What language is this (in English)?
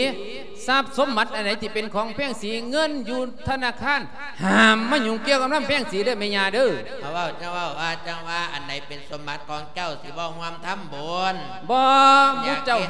Lao